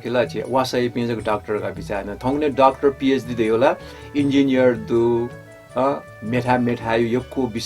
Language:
Newari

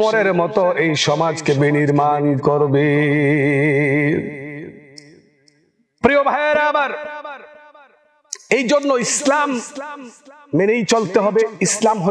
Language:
Bangla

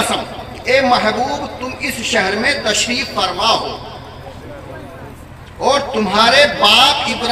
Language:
Urdu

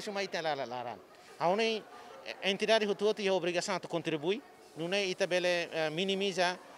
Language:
Tetum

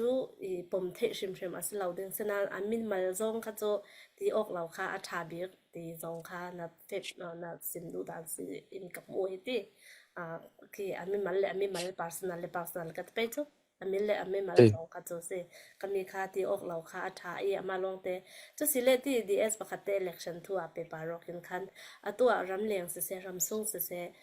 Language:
Falam Chin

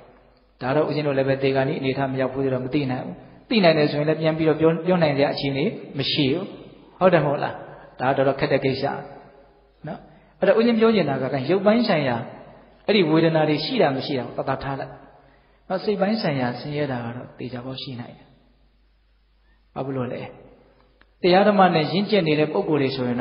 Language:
Burmese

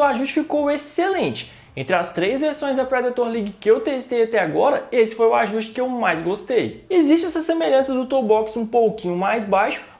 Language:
Portuguese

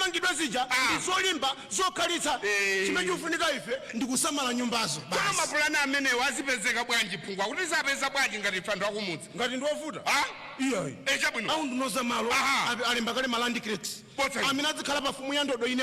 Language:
Nyanja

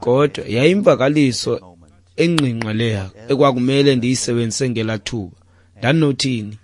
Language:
Xhosa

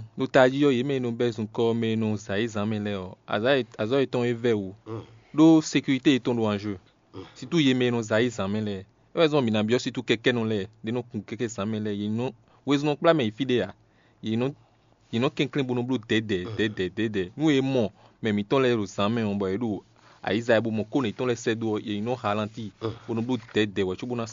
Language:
Fon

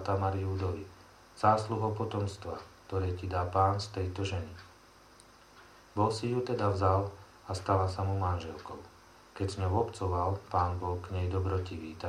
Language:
Slovak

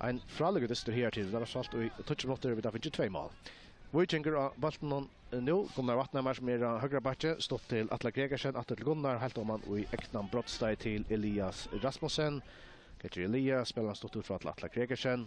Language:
Faroese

